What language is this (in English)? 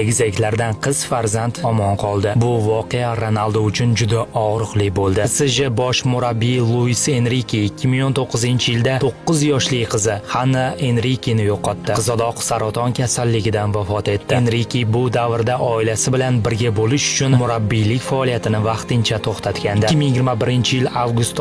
Uzbek